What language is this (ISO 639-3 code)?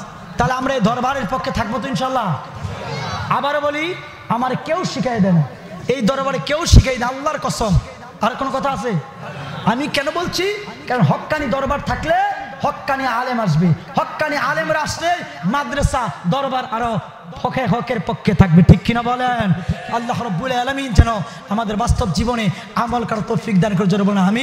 ben